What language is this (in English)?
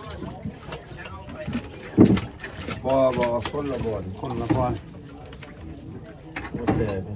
Lao